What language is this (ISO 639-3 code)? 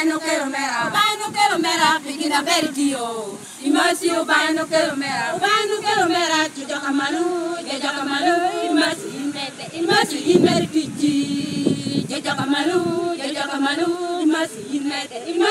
laj